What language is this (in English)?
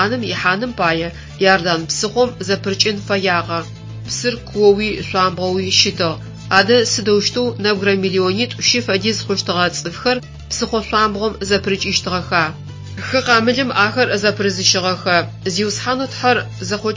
Adyghe